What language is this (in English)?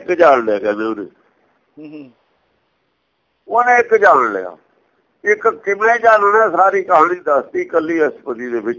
Punjabi